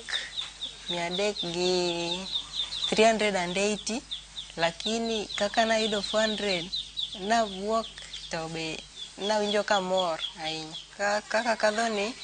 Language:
Luo (Kenya and Tanzania)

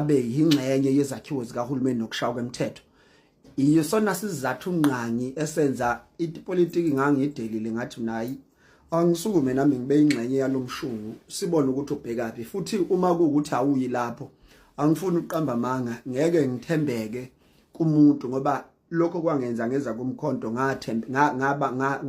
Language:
Zulu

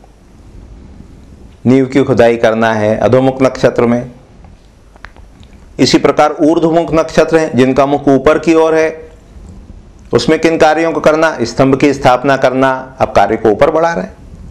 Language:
Hindi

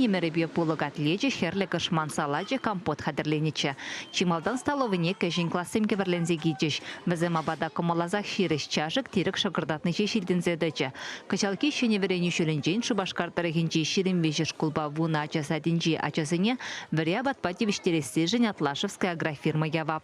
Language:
Chuvash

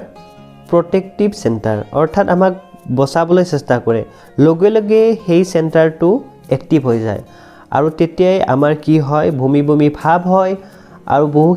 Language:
Assamese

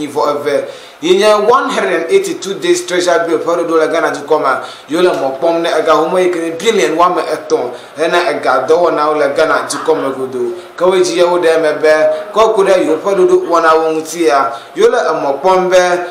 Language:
Ewe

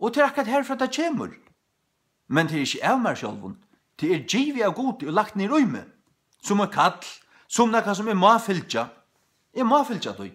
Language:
Faroese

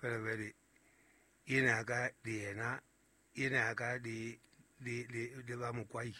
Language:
Southern Sotho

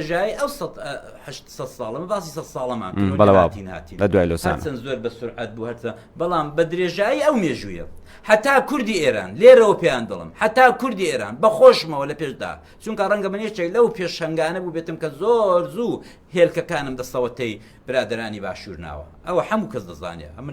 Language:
Central Kurdish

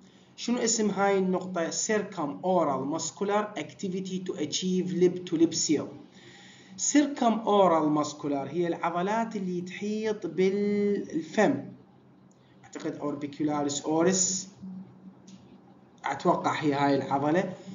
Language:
Mesopotamian Arabic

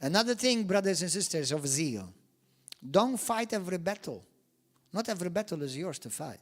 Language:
English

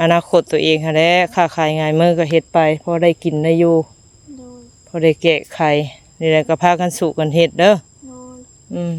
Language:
Northeastern Thai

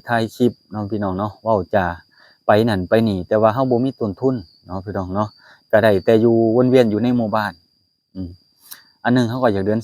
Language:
Lao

